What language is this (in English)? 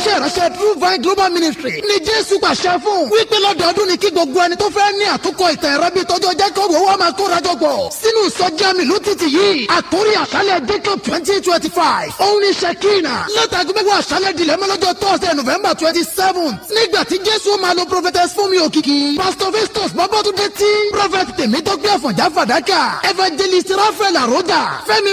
Yoruba